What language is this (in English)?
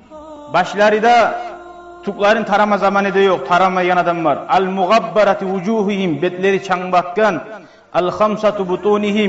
Kumyk